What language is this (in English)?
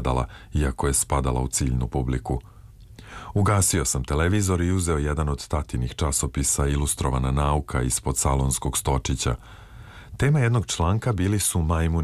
Serbian